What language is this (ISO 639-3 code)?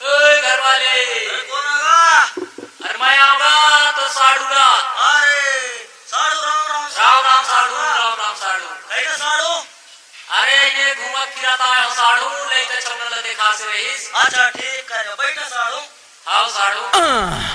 hne